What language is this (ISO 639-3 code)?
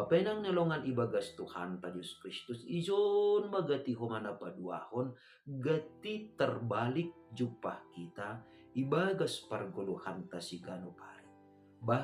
bts